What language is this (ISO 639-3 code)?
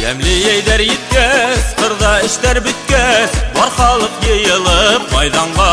bak